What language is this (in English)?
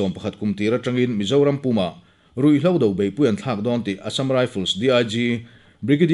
Mizo